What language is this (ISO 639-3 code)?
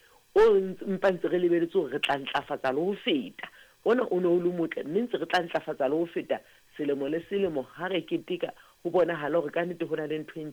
sot